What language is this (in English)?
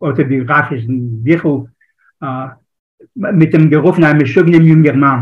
Yiddish